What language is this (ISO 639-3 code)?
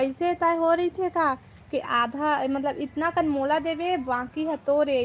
hne